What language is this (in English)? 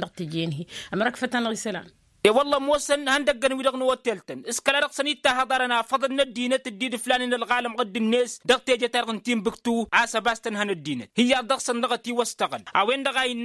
Tamasheq